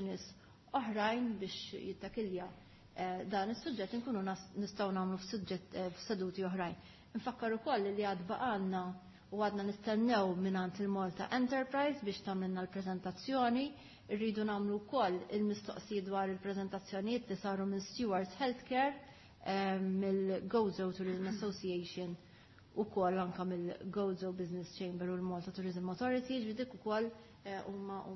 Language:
Maltese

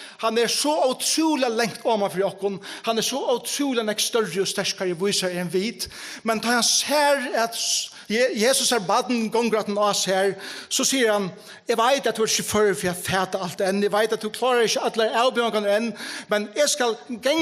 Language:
Faroese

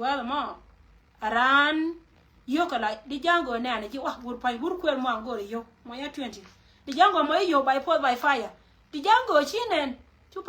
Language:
Nuer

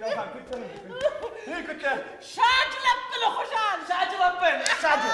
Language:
Ossetic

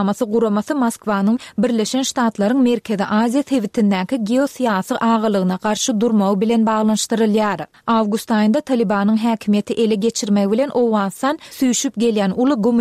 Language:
Turkmen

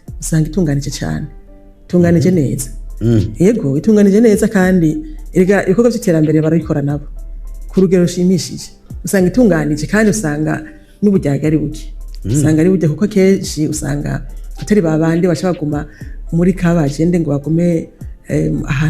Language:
Rundi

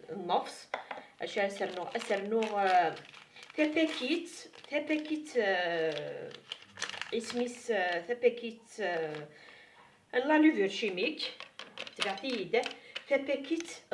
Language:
Kabyle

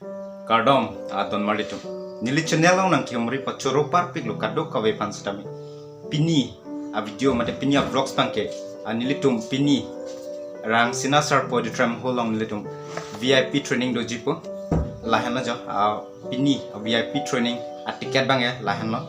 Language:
Karbi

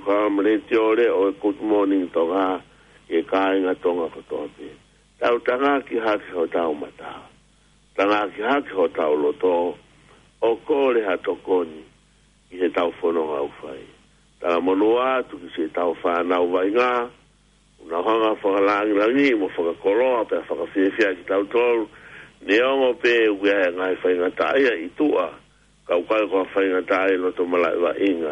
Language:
Tongan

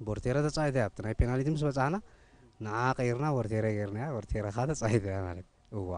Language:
Tigrinya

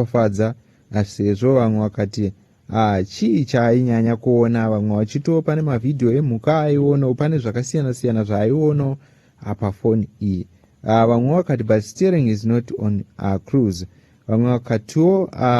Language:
Shona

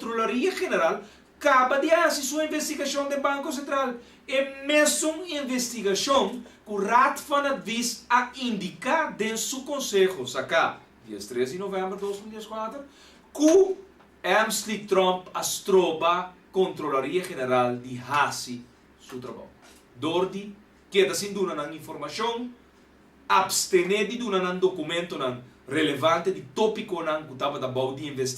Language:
Papiamento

